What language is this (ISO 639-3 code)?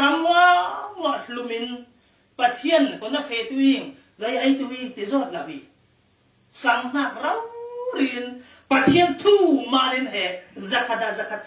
cfm